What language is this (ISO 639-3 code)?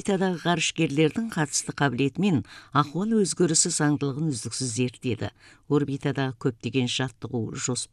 kaz